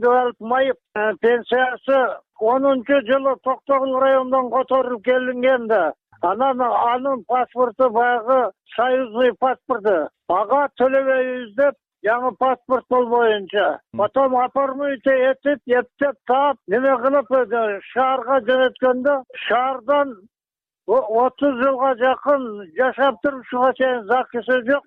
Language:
Kyrgyz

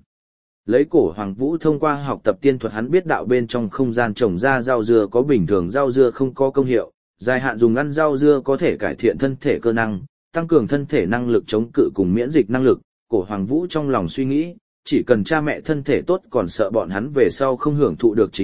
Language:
Vietnamese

